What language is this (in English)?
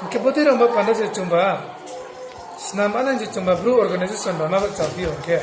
Riang (India)